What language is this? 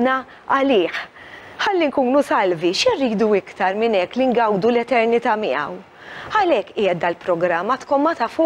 Maltese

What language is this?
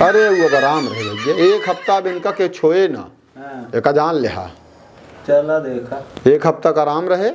Awadhi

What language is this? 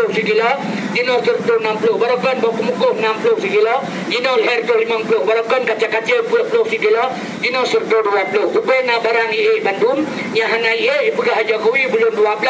Achinese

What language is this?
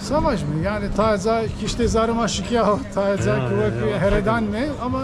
Zaza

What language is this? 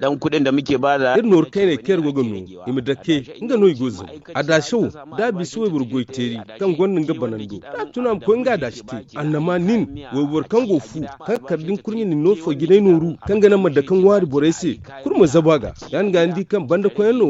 Zarma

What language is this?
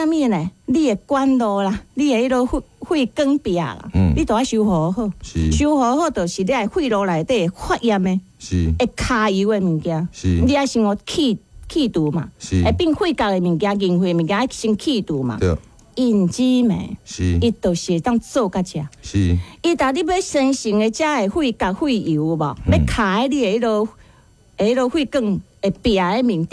Min Nan Chinese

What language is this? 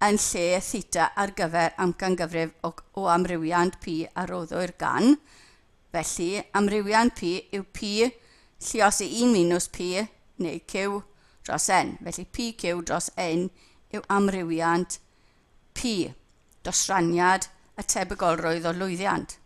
Welsh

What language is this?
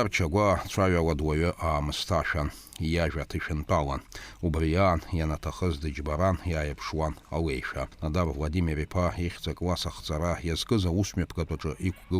Abkhazian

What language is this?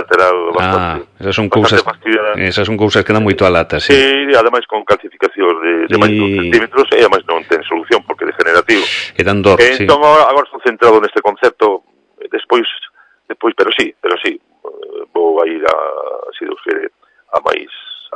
Galician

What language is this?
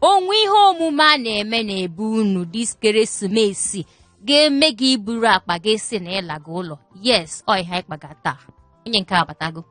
Igbo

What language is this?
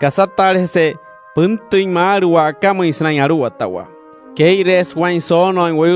Wayuu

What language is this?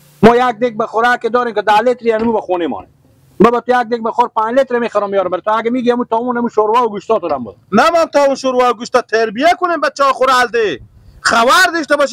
Persian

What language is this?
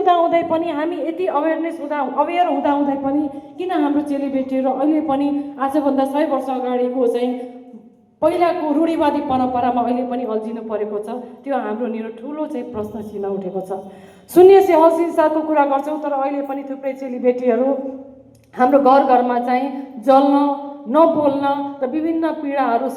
Nepali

